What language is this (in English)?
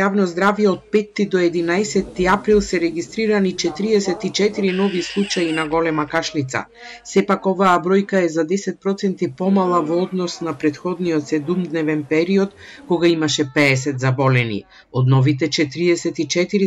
Macedonian